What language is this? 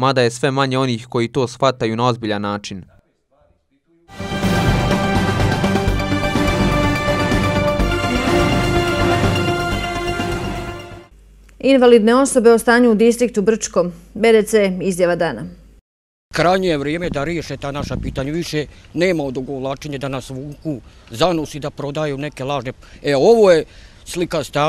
Bosnian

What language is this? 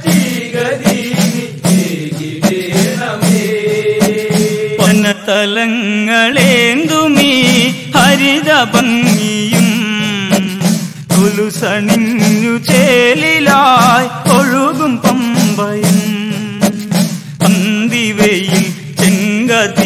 Malayalam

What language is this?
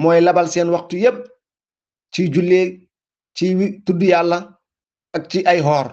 Wolof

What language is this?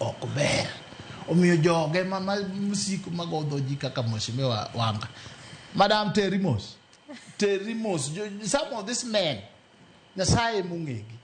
Luo (Kenya and Tanzania)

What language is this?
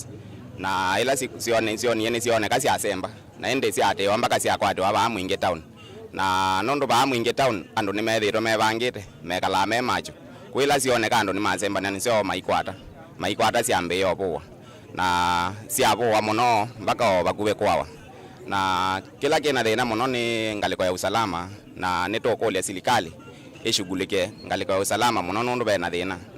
Kamba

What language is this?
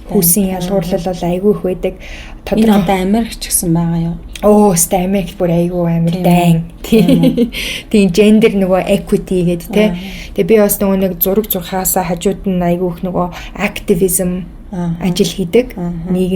Mongolian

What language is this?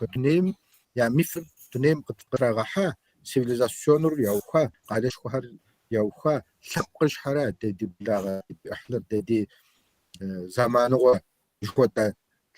Kabardian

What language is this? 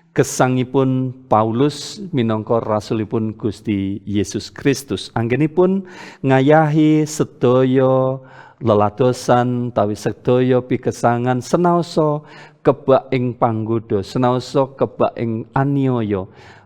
Javanese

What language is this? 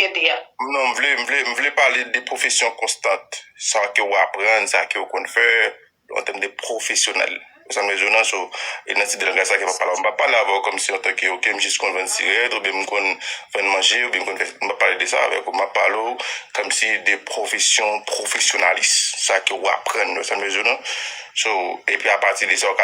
Haitian Creole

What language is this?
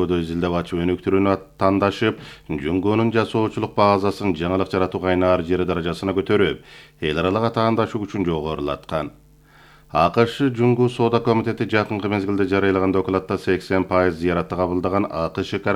Kyrgyz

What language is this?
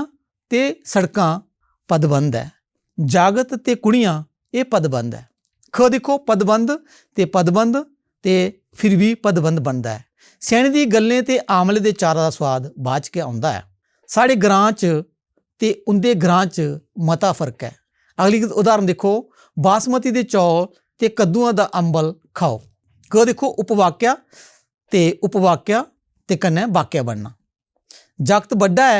Dogri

